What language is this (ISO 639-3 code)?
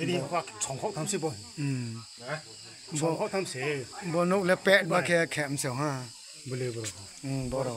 ria